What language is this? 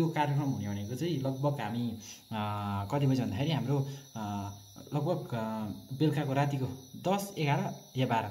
Nepali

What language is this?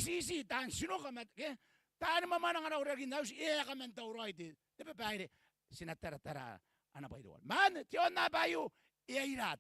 Gilbertese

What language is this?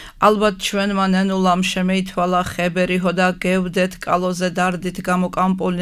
Georgian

